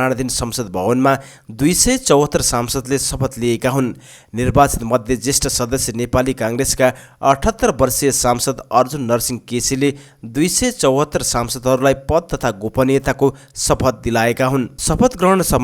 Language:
Nepali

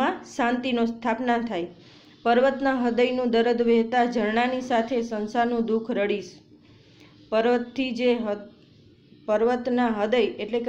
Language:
Gujarati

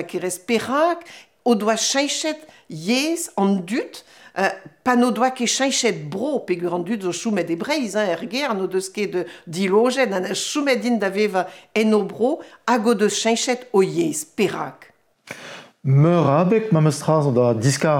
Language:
Breton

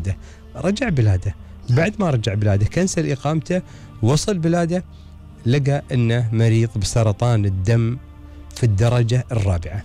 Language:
Gulf Arabic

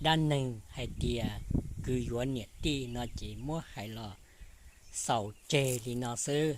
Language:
Hmong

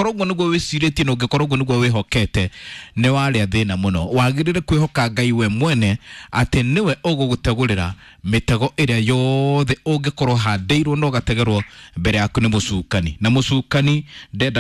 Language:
Kikuyu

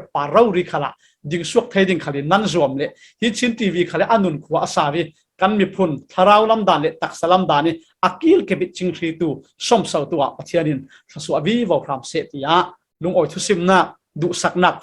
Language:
Falam Chin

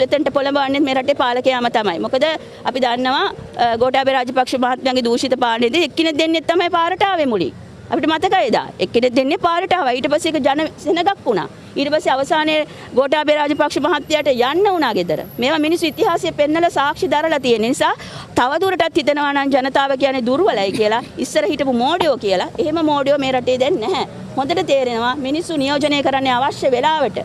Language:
Sinhala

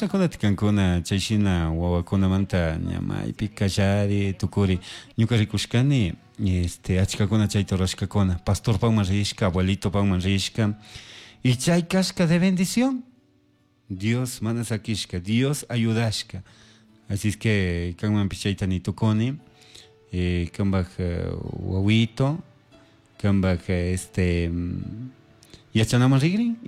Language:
Chimborazo Highland Quichua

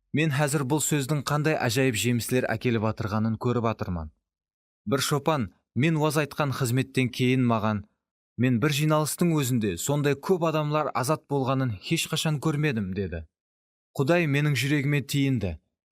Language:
Kara-Kalpak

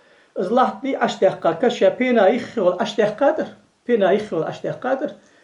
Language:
Ingush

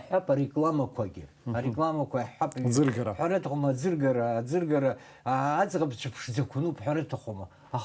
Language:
Abkhazian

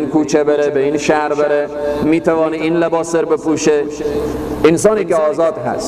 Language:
Persian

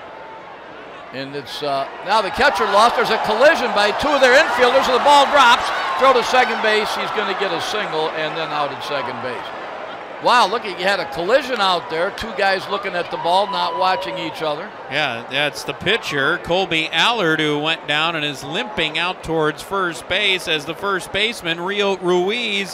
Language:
English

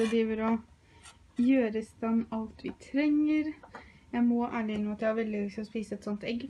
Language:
Norwegian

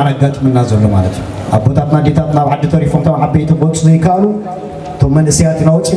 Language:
Tigrinya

